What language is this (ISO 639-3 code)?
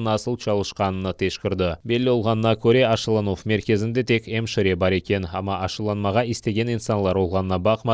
crh